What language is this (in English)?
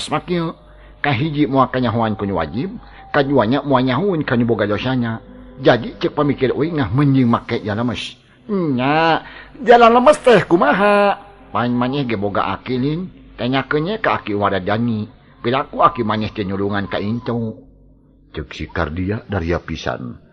Sundanese